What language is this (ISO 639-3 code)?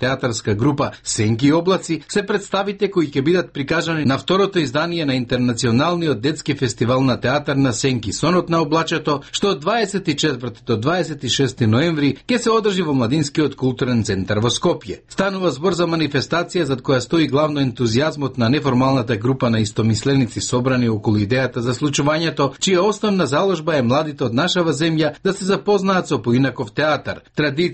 mkd